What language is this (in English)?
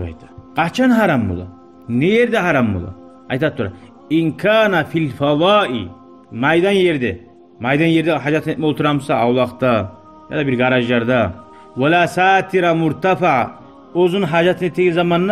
Kumyk